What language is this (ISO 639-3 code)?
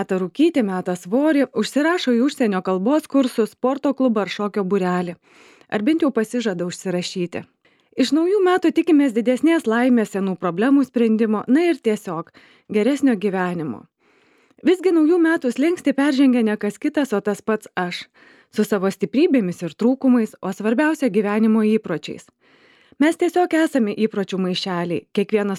lit